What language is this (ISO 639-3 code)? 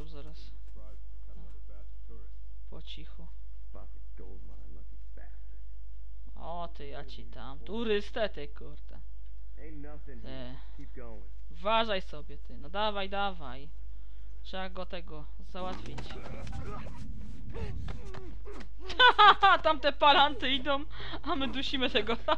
pol